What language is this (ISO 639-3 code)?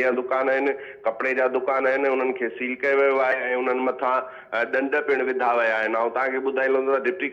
snd